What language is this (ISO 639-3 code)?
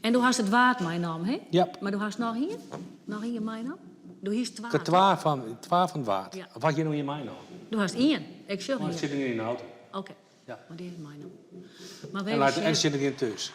fry